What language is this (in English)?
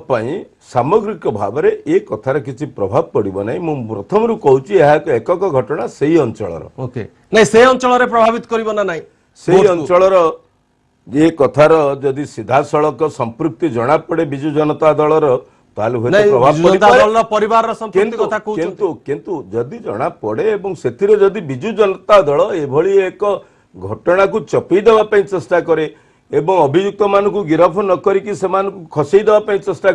Odia